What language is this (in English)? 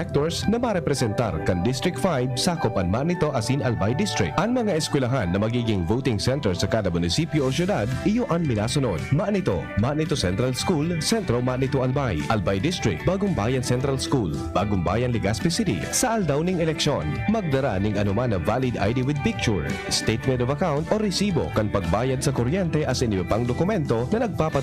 Bikol